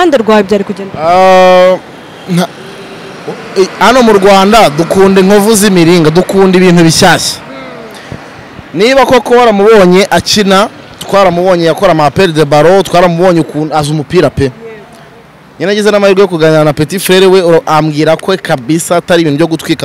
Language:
Kinyarwanda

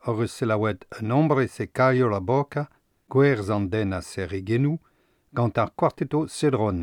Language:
Breton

